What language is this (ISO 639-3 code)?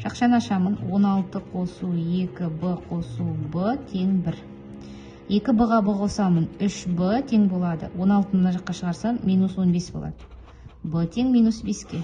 kaz